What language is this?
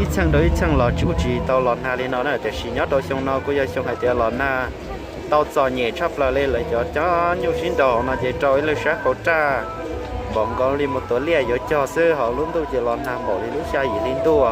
Hmong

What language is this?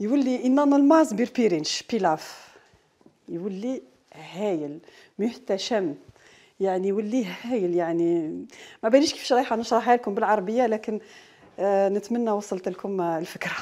Algerian Arabic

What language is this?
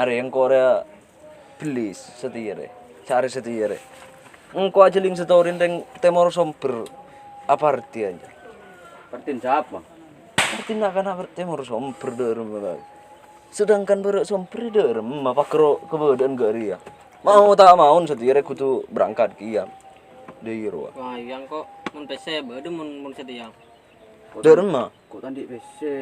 Madurese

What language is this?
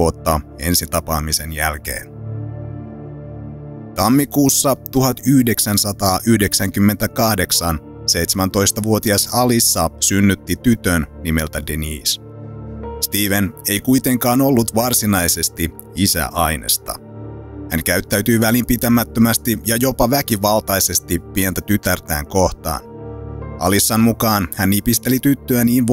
Finnish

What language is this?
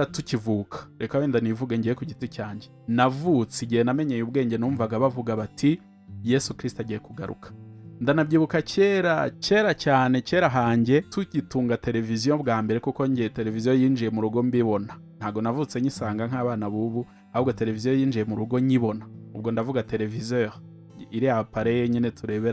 Kinyarwanda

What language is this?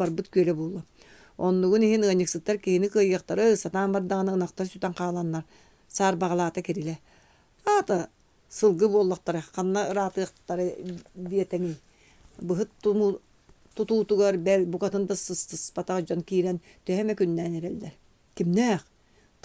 Yakut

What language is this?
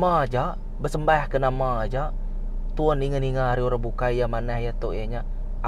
Iban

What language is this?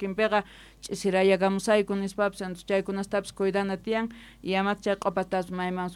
South Bolivian Quechua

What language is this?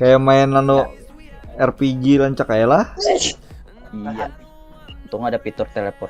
Banjar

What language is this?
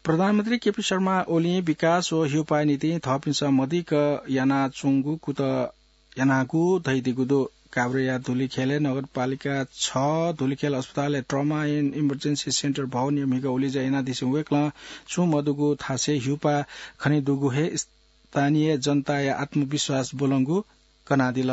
Newari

